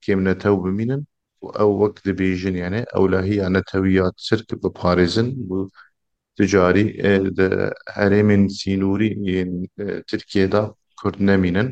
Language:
Kurdish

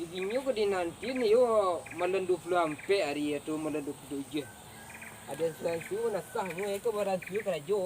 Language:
Minangkabau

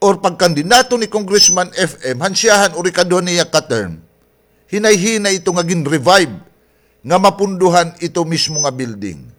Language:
Waray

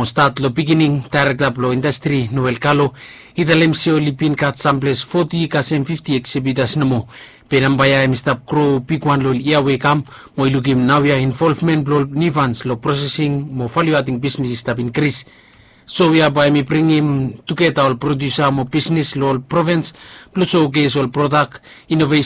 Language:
Bislama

